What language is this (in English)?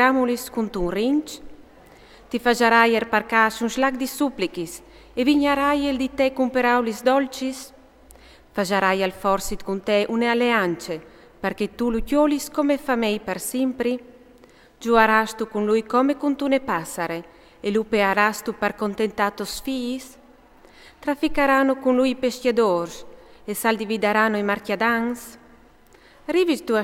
Friulian